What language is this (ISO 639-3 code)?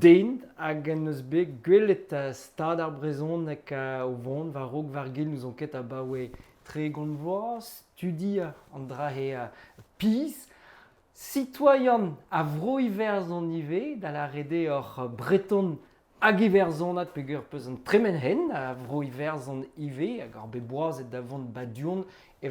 bre